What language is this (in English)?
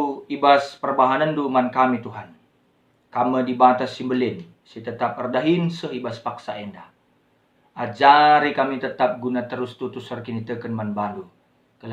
Batak Karo